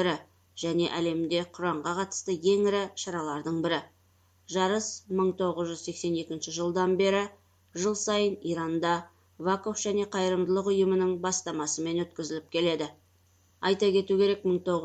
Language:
Kazakh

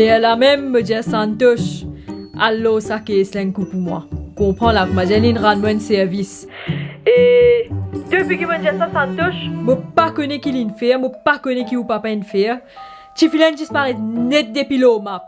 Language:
Morisyen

